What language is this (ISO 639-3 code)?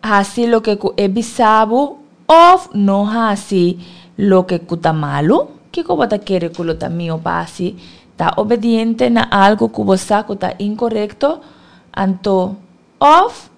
pap